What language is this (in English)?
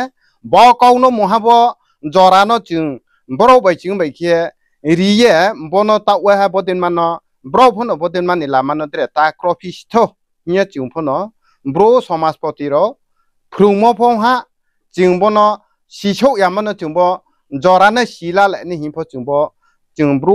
Riang (India)